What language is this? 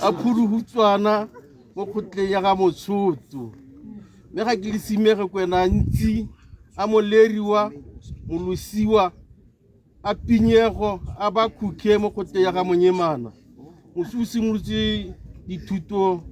Tswana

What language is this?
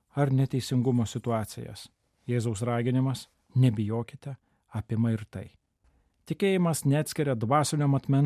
Lithuanian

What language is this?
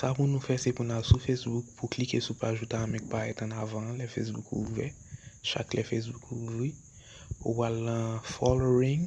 Haitian Creole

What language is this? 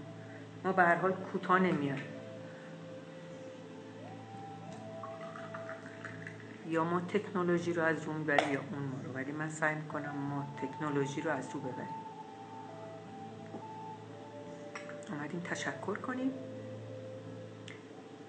Persian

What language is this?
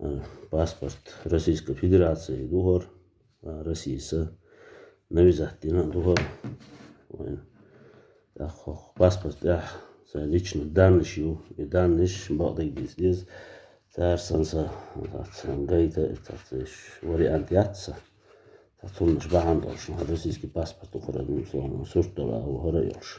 Chechen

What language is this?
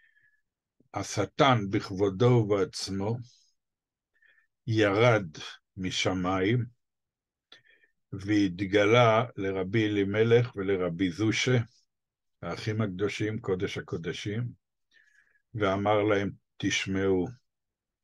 Hebrew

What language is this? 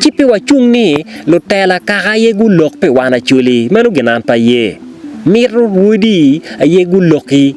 Acoli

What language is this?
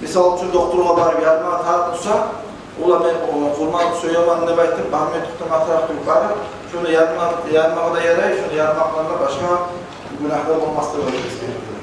Kumyk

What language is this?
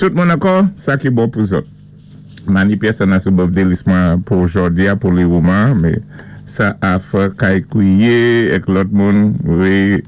Saint Lucian Creole French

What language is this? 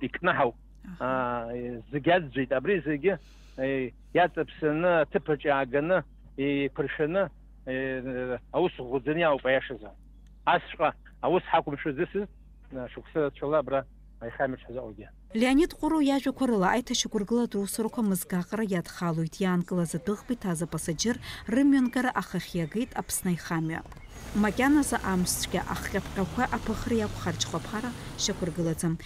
Abkhazian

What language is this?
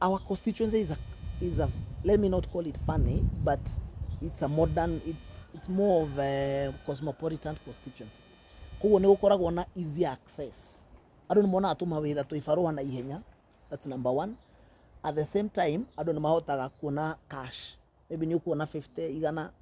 Kikuyu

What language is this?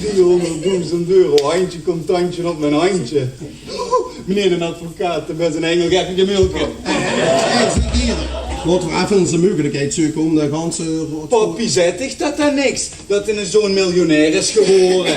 Limburgish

